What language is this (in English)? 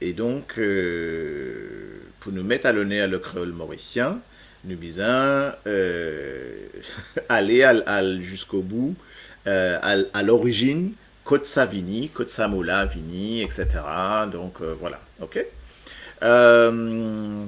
Morisyen